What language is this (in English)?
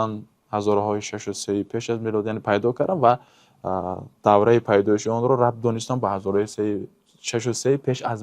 Tajik